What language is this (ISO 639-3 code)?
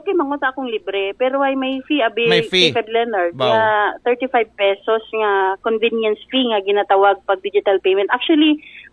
akl